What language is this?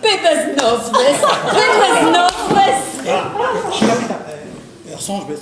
Breton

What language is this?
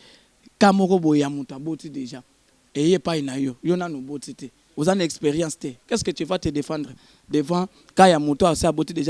Lingala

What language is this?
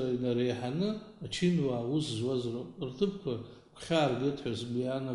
Abkhazian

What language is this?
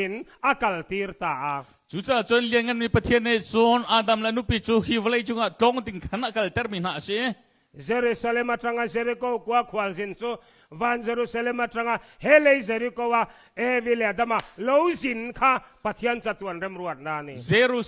Hakha Chin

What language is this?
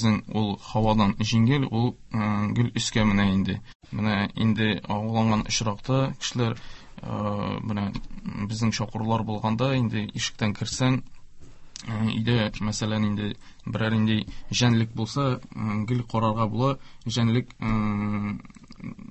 Tatar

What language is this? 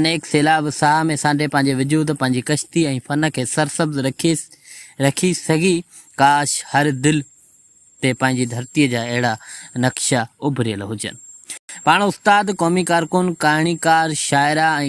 Sindhi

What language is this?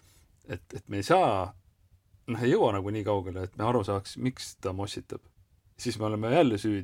Estonian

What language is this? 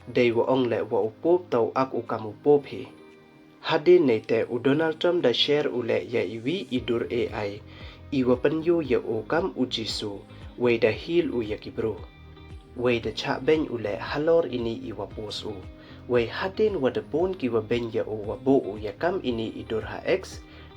Pnar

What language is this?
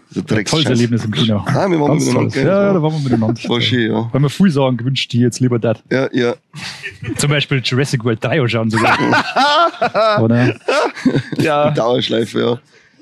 Bavarian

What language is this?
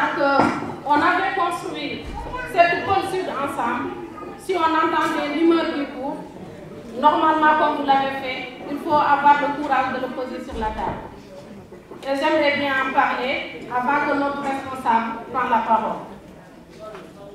French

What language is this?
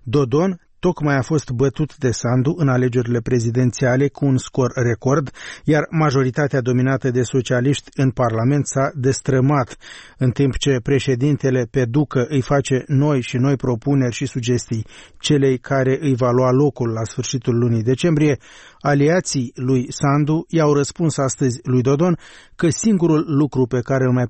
Romanian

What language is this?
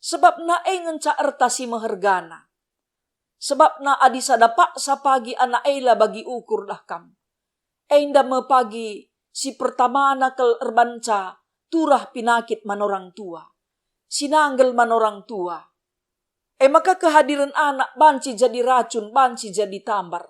Batak Karo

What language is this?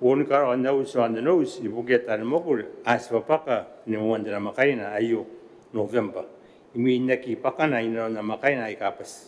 Gilbertese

